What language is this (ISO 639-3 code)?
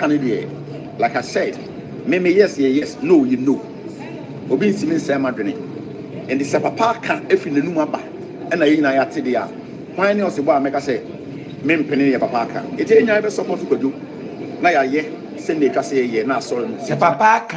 aka